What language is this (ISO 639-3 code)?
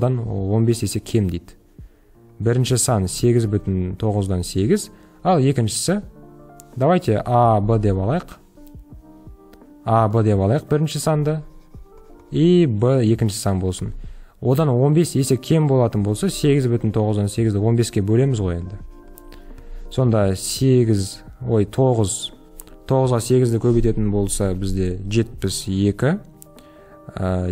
kaz